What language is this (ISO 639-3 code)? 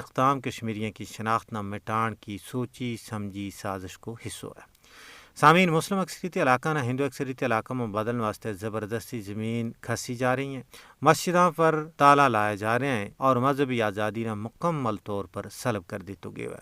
gju